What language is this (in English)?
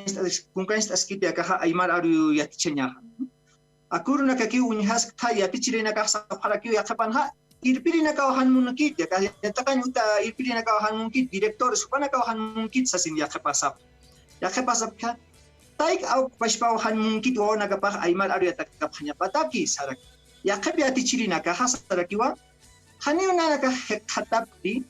Aymara